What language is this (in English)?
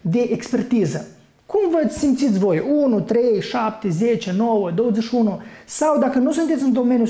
Romanian